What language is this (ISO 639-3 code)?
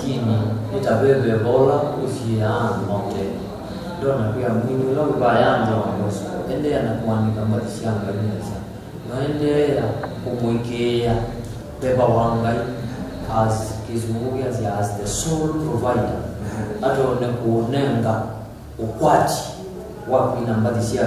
kam